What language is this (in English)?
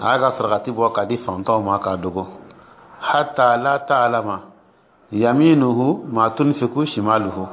Dyula